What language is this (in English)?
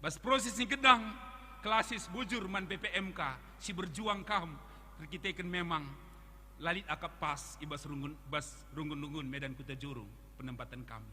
Batak Karo